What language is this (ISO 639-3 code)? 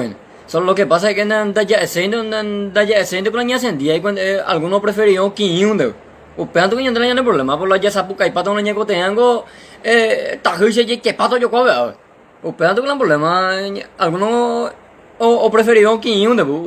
grn